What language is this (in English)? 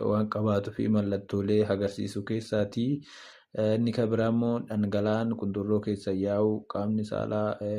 Oromo